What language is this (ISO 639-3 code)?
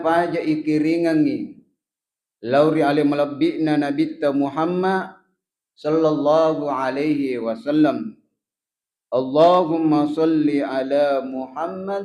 bug